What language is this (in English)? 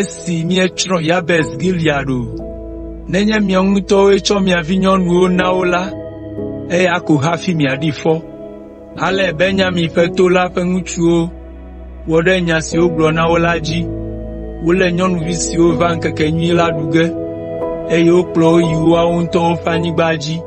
Ewe